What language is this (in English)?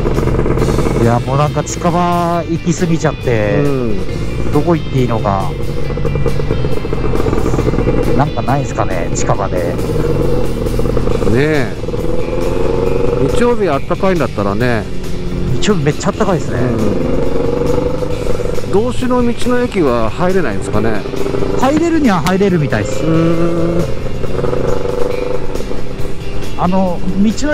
Japanese